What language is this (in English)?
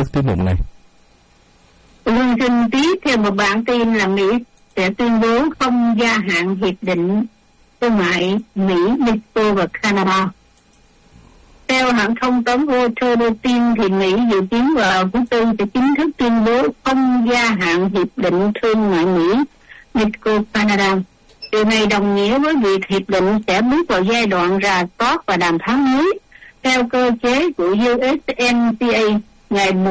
Vietnamese